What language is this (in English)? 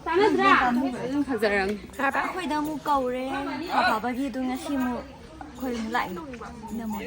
Manipuri